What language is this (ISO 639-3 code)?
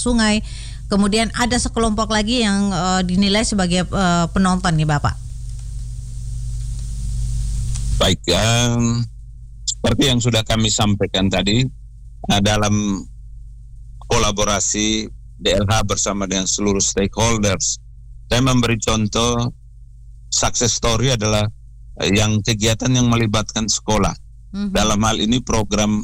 ind